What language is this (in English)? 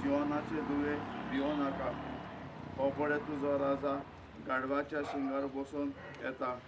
Konkani